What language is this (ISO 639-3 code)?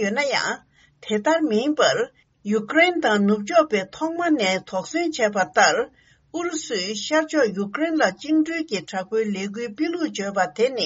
bod